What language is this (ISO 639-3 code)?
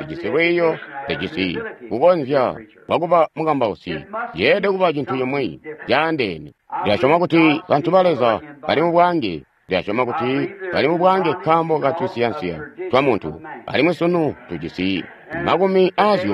toi